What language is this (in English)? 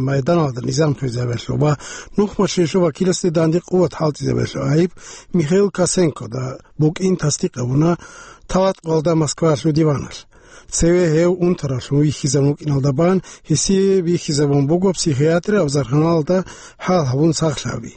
Avaric